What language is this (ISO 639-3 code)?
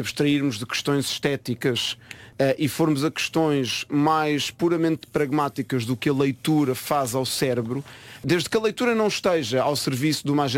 por